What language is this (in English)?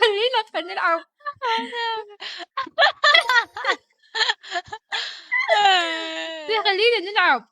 Mesopotamian Arabic